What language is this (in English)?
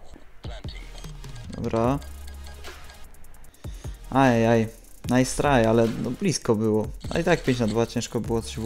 Polish